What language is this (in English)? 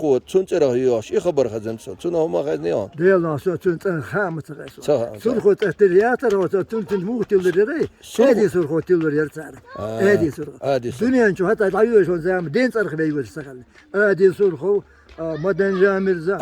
Chechen